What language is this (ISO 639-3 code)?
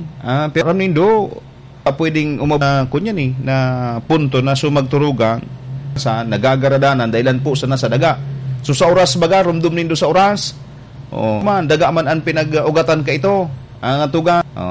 bik